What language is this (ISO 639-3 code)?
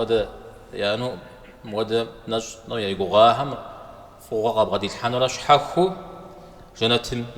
kbd